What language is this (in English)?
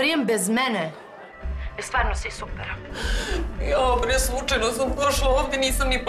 Serbian